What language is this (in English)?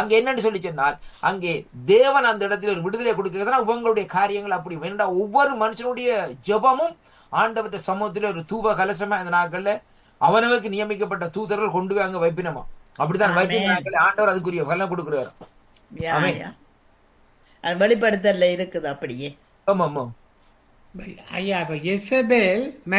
Tamil